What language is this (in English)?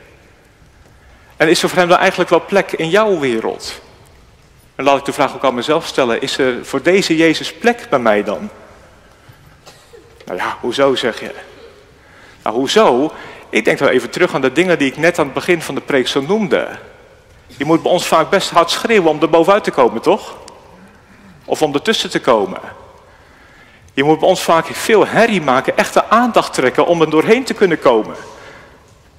Dutch